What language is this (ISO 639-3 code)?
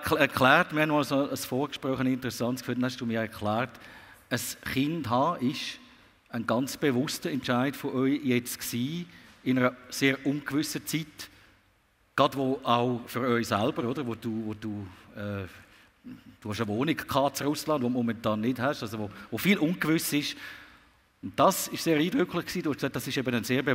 deu